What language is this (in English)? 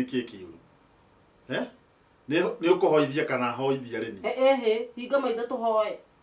Kikuyu